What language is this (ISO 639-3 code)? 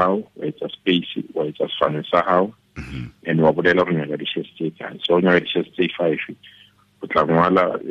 tsn